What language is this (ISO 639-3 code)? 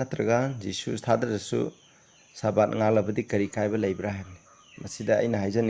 mni